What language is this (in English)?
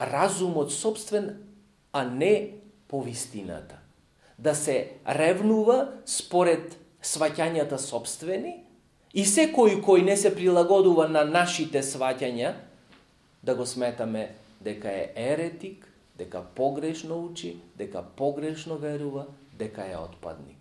Macedonian